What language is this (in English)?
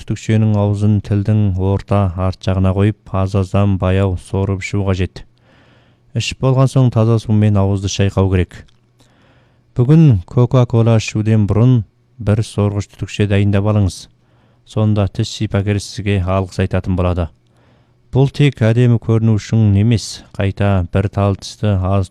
Kazakh